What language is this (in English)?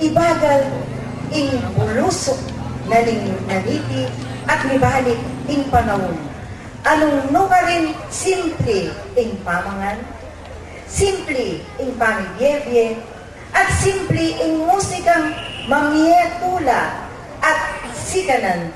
Pampanga